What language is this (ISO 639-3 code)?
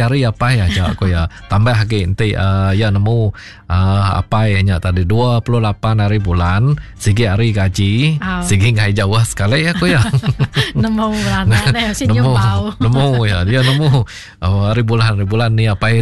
iba